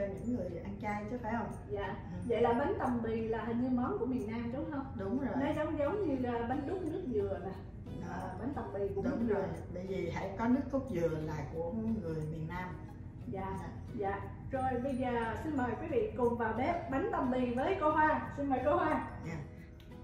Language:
Vietnamese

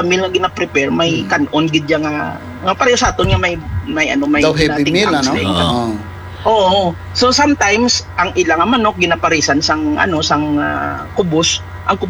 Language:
Hiligaynon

